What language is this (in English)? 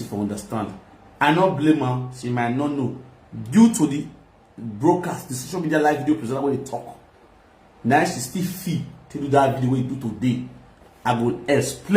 Nigerian Pidgin